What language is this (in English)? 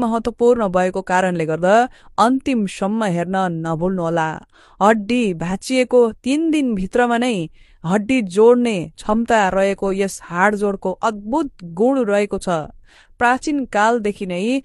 Nepali